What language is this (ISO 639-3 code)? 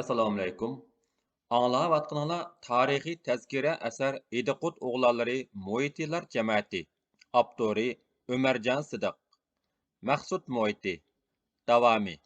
uig